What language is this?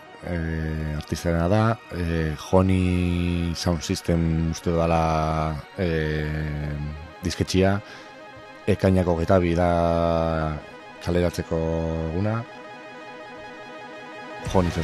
Basque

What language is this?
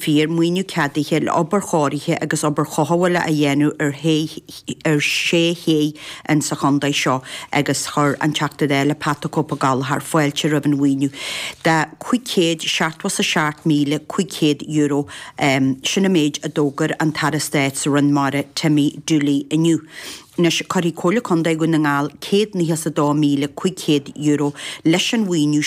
Irish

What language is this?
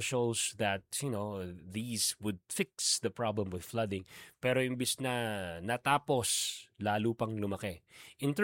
Filipino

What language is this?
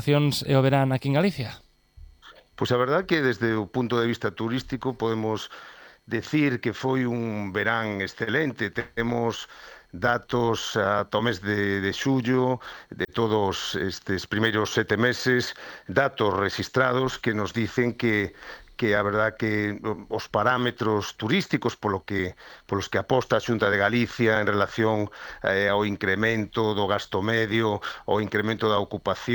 Galician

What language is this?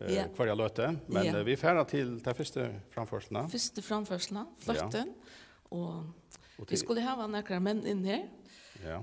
Faroese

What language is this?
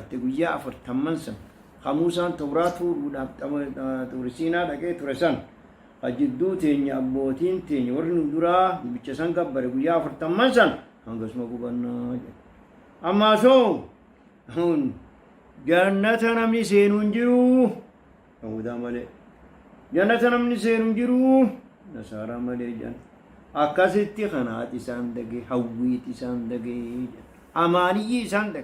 Oromo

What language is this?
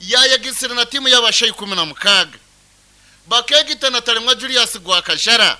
Nyankole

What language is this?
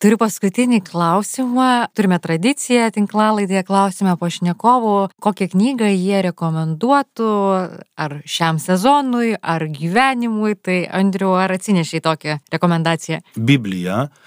Lithuanian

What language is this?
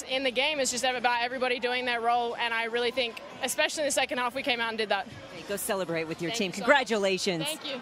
English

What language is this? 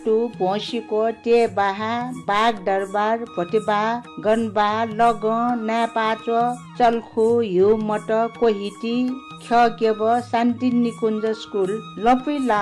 Newari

